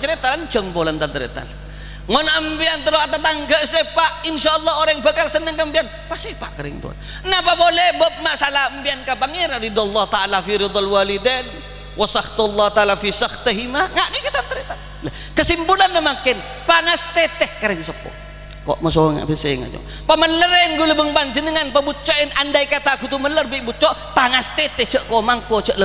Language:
Madurese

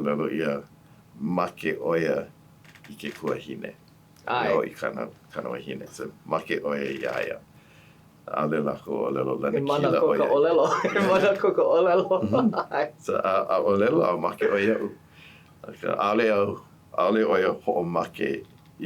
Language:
Hawaiian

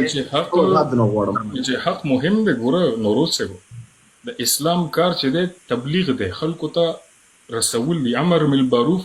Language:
Pashto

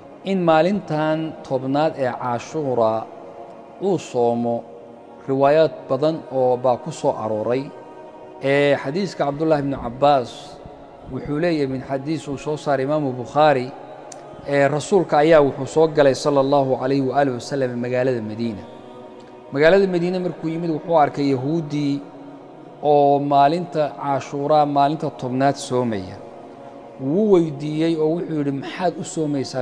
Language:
Somali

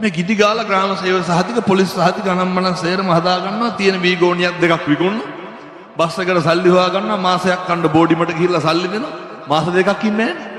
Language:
Sinhala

